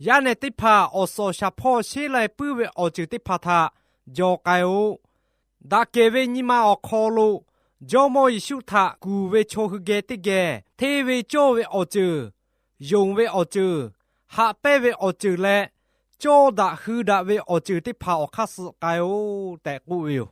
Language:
Lahu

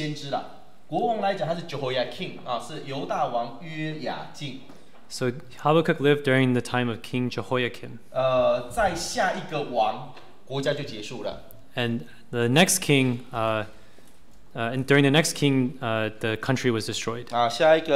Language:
Chinese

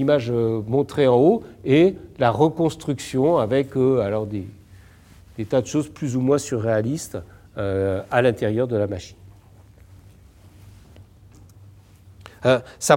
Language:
French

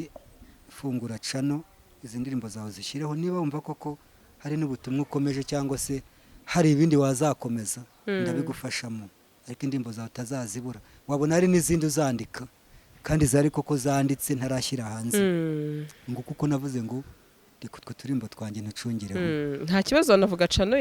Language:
Kinyarwanda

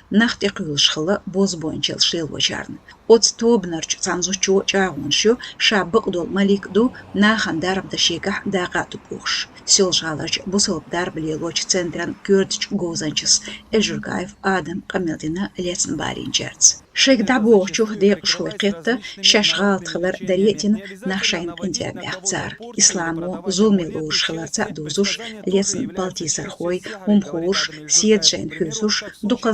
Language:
Chechen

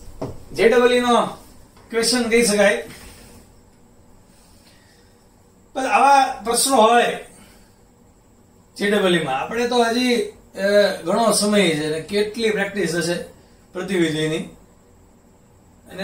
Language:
Gujarati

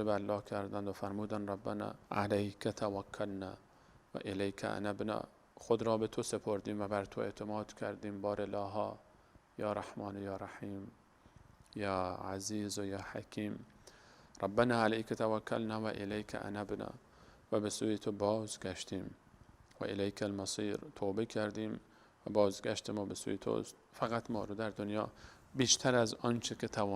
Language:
Persian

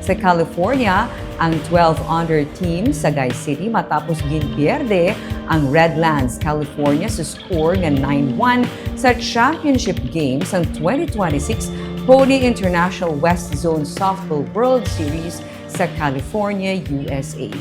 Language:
Hiligaynon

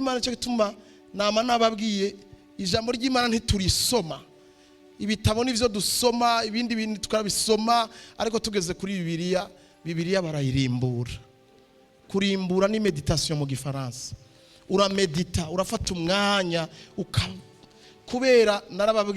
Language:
Rundi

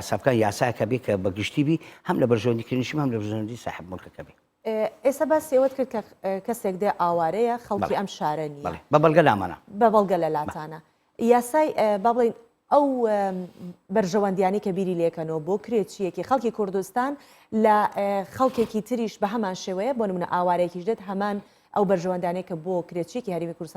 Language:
Central Kurdish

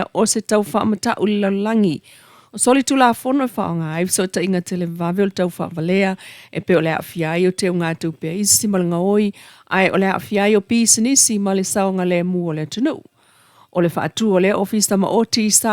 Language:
Samoan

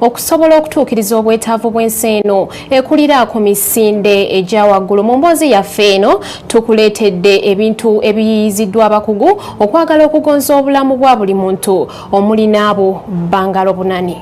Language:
Ganda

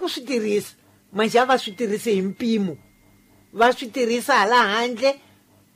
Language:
Tsonga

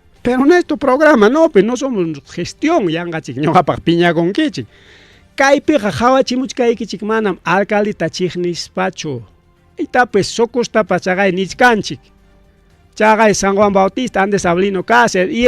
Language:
Ayacucho Quechua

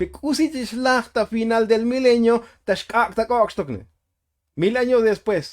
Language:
Tzotzil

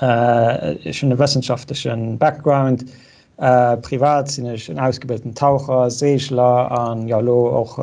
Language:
Luxembourgish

